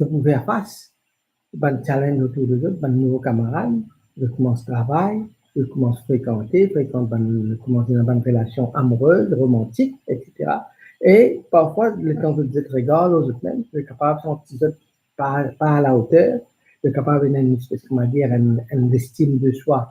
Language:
Morisyen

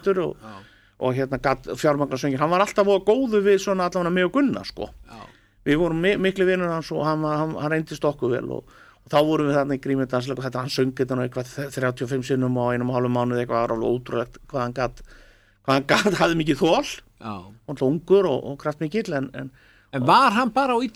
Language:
Icelandic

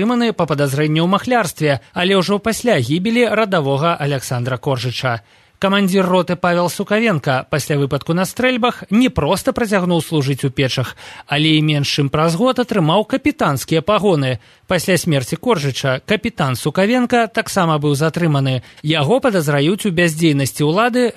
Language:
Belarusian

